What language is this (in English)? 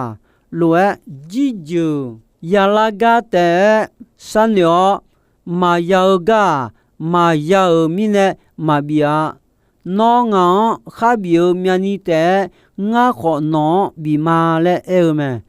Akha